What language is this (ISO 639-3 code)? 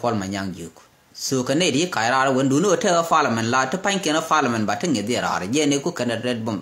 nus